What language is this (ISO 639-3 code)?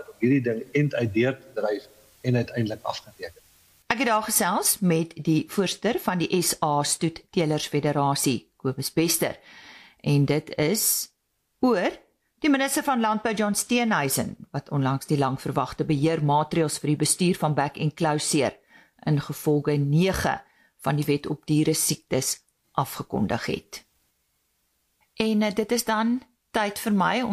afr